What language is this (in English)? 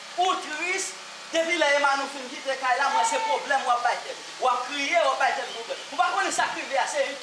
Haitian Creole